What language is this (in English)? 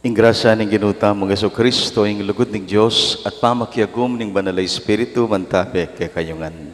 Pampanga